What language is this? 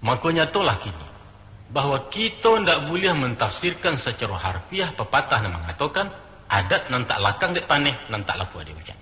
Minangkabau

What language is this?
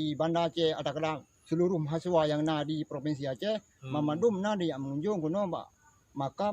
Achinese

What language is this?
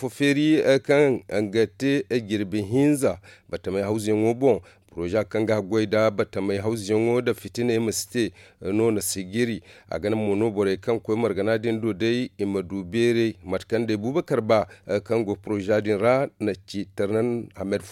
Zarma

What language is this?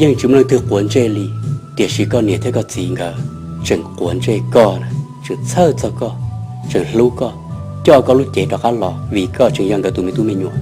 Hmong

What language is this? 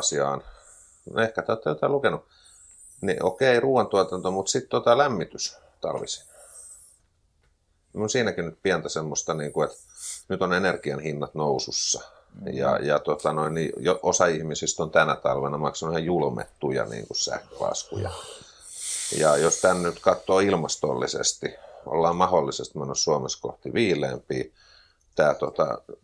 Finnish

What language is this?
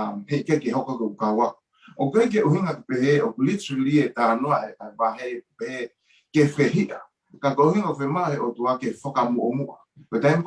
Tongan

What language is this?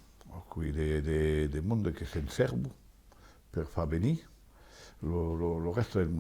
Occitan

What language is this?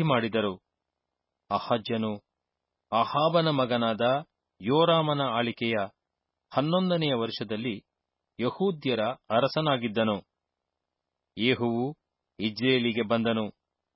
Kannada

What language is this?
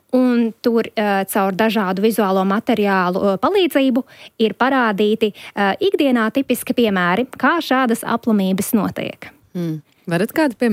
Latvian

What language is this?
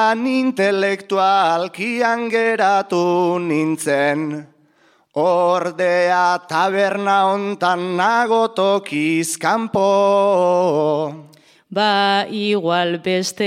Basque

